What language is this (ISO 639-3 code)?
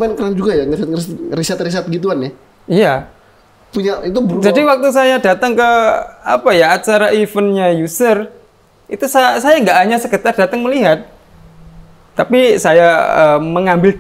ind